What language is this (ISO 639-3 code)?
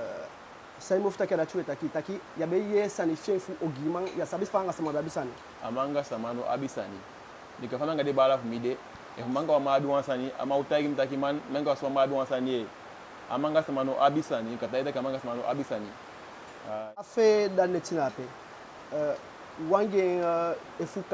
djk